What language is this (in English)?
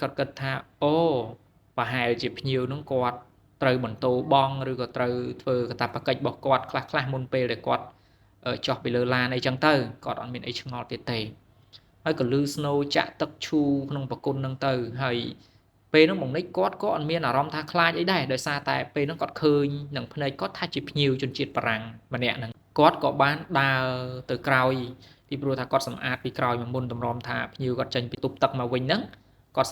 Khmer